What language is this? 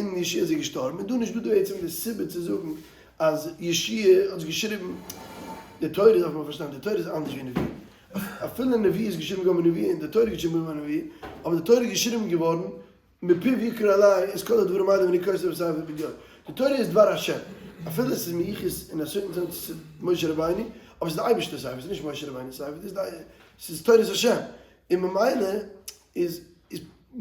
Yiddish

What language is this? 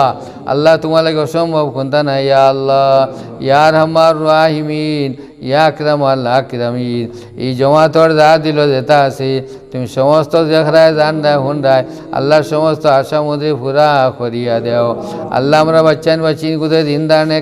Sylheti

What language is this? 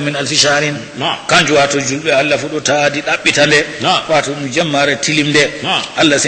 Fula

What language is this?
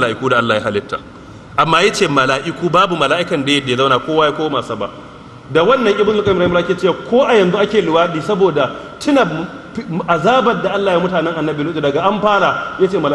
Hausa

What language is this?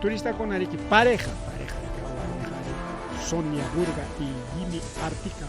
Ayacucho Quechua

